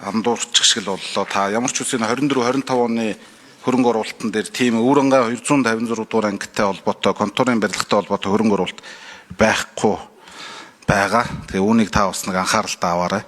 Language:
Mongolian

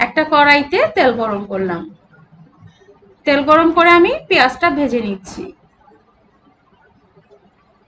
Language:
Bangla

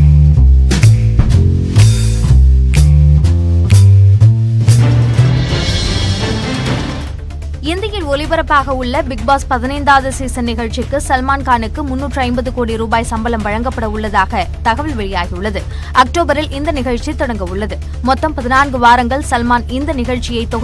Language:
Tamil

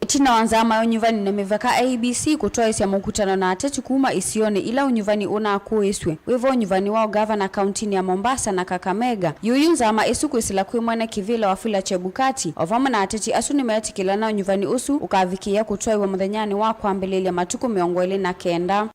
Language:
Kamba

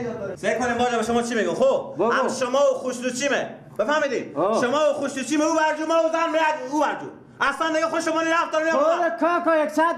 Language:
Persian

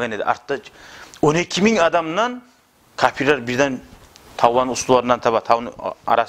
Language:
Kumyk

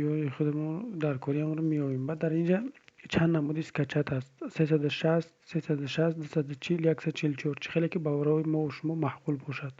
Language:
Tajik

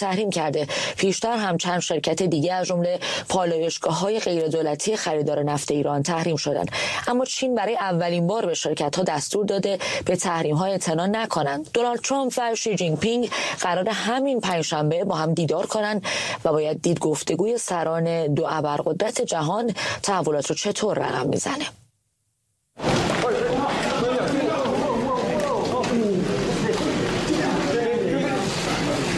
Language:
Persian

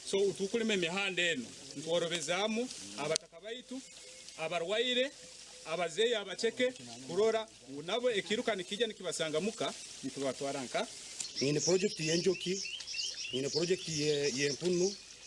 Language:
Nyankole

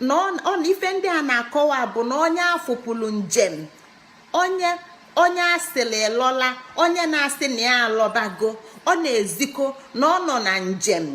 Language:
Igbo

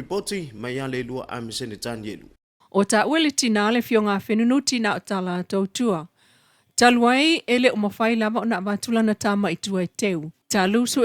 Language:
Samoan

